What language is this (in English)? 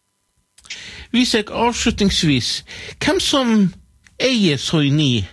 Norwegian